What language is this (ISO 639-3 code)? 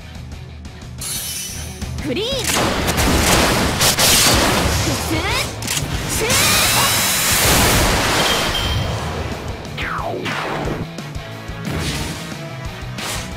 jpn